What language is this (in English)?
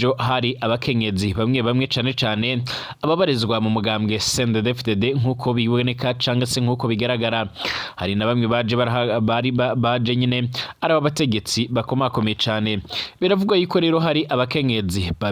Rundi